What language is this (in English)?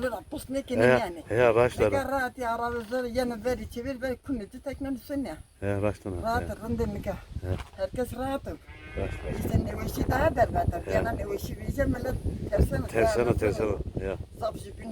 Zaza